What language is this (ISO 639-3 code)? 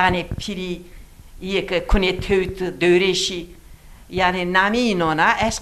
zza